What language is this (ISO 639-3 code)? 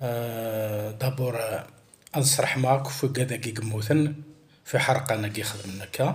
kab